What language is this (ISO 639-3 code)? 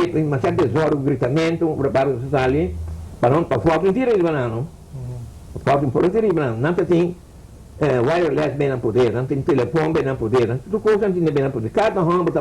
pap